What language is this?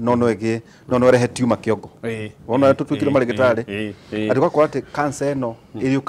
Kikuyu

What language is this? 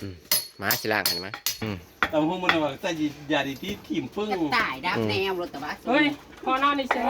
Northeastern Thai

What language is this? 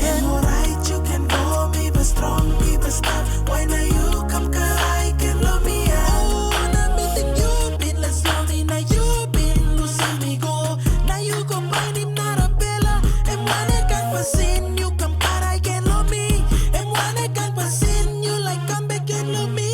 Tok Pisin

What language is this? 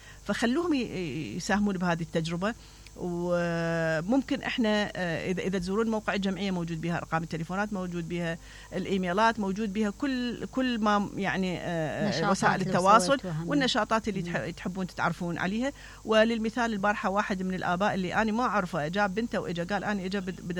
Mesopotamian Arabic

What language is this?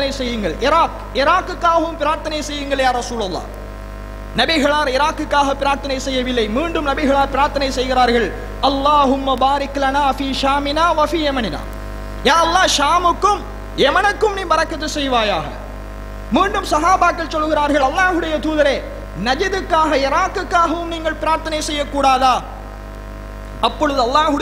Tamil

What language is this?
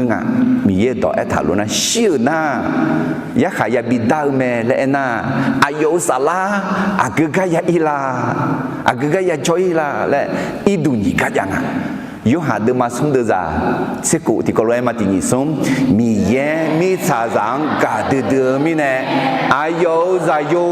Akha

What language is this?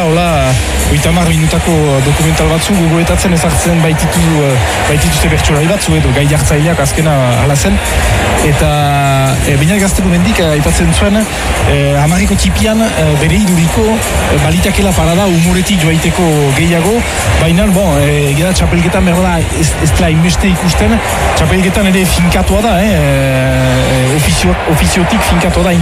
Basque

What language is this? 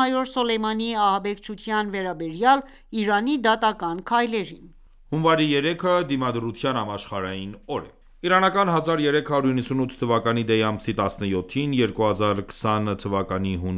Armenian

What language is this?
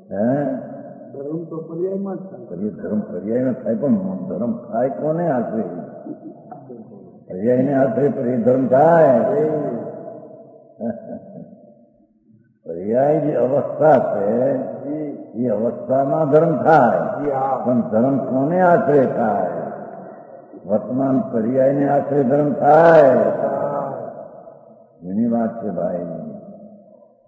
Gujarati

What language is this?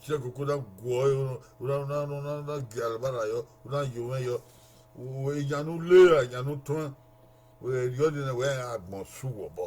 Bini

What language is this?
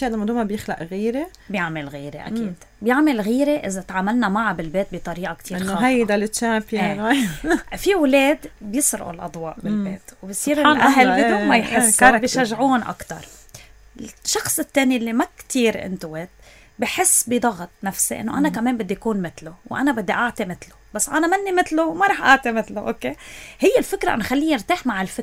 North Levantine Arabic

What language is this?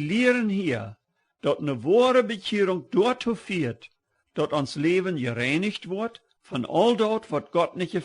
Plautdietsch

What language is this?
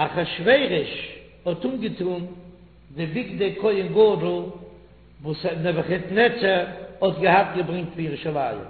Yiddish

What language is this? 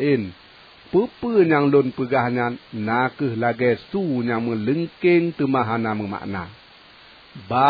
Achinese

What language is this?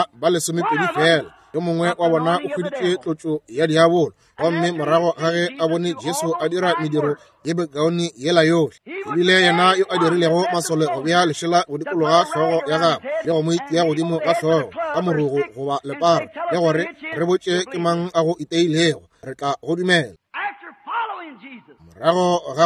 Northern Sotho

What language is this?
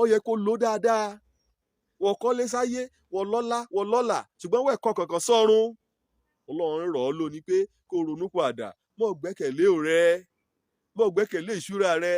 Yoruba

